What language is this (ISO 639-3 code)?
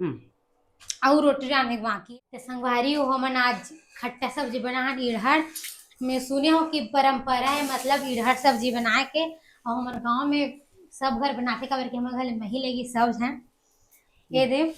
hne